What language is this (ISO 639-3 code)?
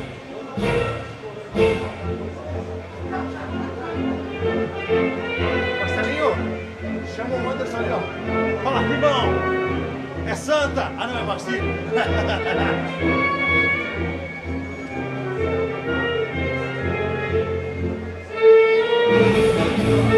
por